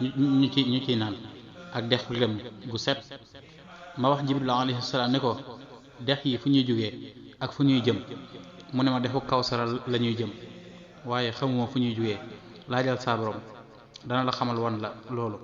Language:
Wolof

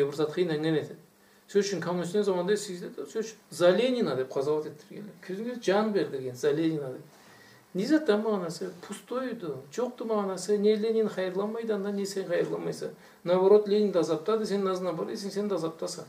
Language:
Karachay-Balkar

